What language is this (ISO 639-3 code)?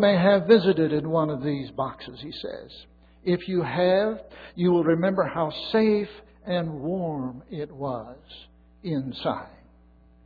eng